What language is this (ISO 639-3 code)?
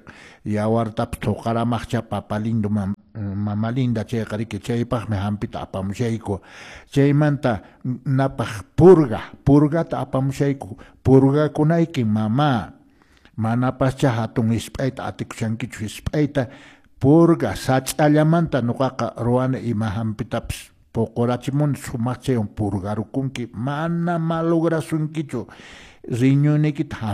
que